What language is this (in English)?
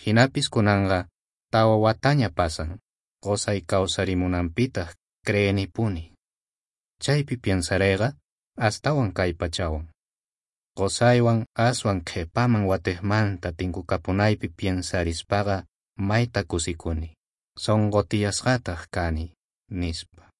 South Bolivian Quechua